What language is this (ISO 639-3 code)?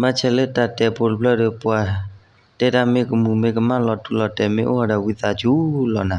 ksw